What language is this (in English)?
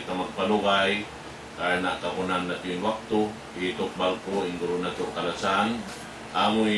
Tausug